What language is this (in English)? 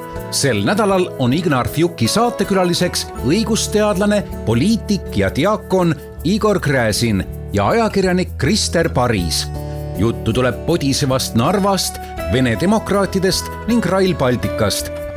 Estonian